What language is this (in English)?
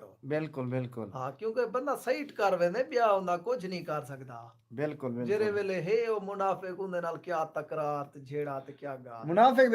Saraiki